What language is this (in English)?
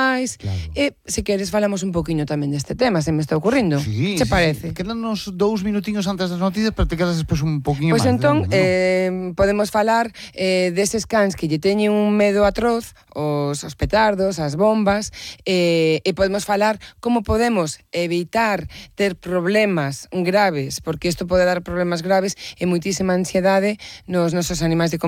Galician